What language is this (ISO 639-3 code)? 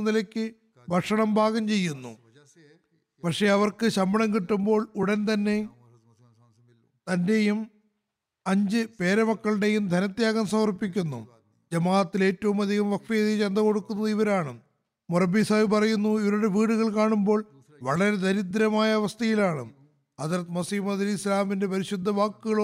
mal